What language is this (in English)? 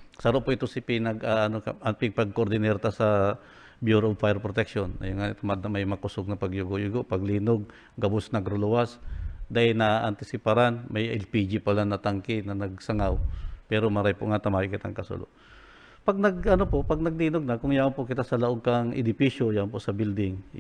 Bikol